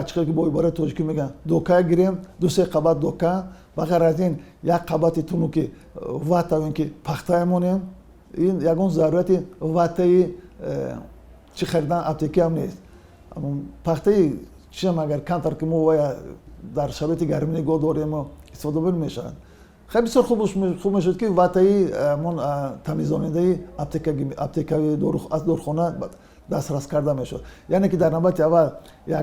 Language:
Tajik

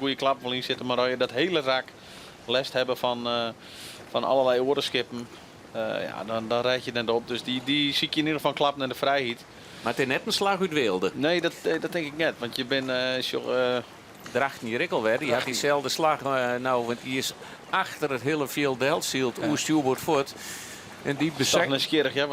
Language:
Western Frisian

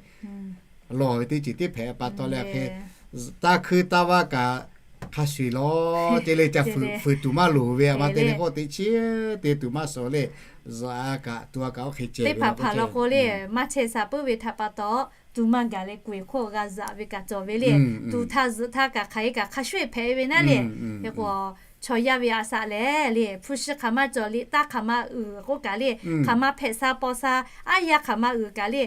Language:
Lahu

